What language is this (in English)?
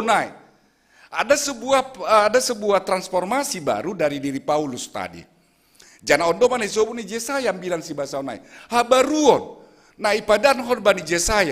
Batak Simalungun